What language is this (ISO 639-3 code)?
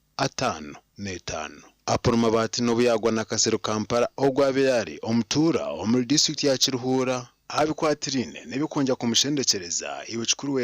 nyn